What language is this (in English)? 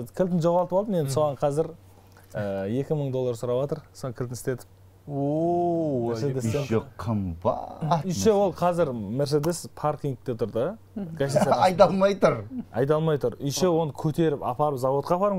Kazakh